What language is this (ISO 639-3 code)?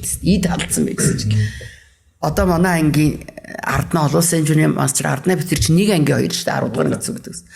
mon